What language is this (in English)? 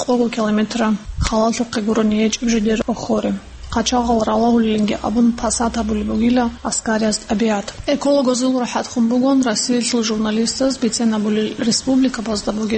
Avaric